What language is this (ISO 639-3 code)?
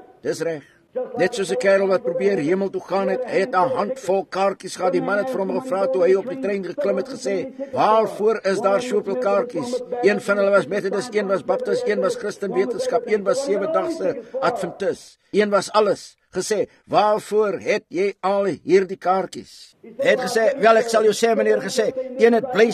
afr